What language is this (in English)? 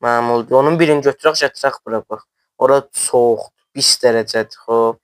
South Azerbaijani